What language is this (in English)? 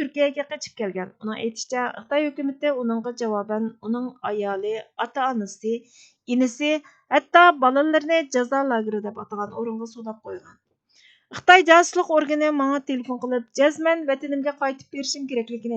Uyghur